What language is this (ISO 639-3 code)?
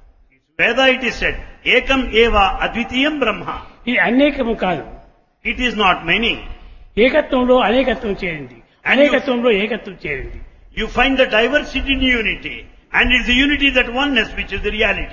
tel